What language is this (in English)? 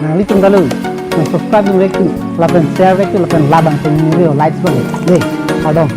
Karbi